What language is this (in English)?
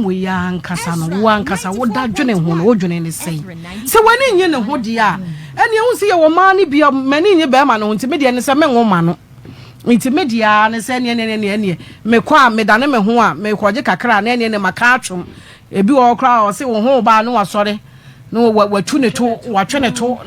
Akan